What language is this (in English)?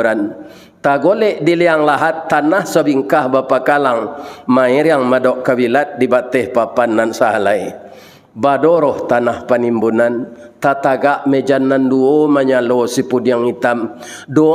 Minangkabau